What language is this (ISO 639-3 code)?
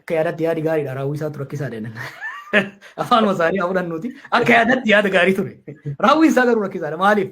orm